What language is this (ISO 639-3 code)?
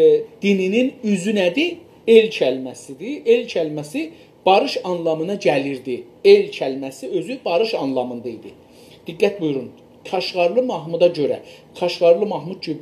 azb